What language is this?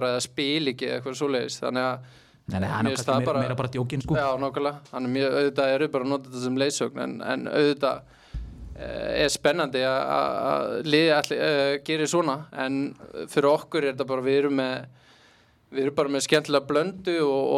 Icelandic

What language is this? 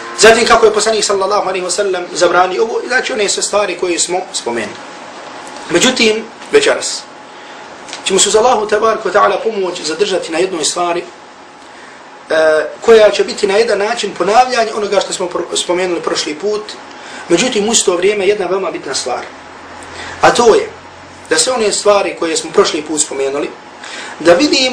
Bosnian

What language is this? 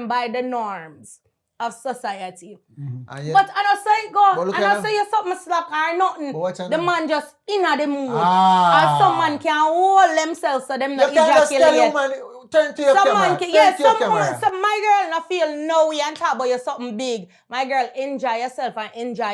Jamaican Creole English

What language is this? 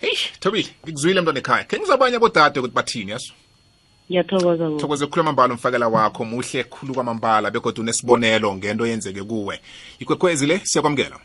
South Ndebele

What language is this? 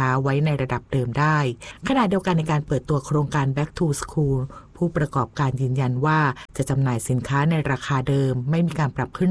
Thai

